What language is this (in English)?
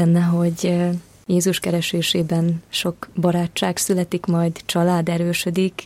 Hungarian